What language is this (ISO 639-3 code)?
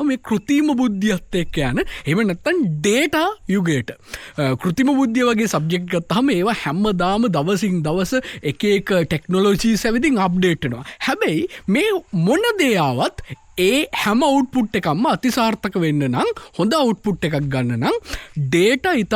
sin